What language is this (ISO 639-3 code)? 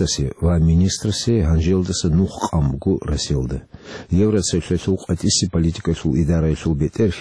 ava